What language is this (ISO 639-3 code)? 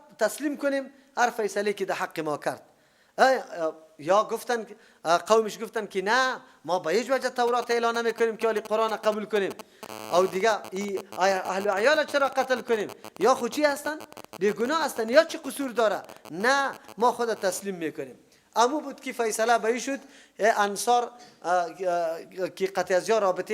fas